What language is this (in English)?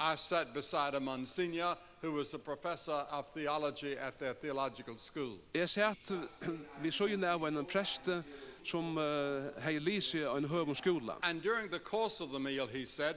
Faroese